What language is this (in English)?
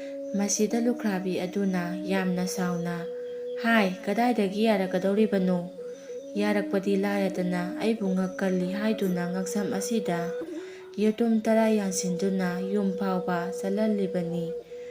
Manipuri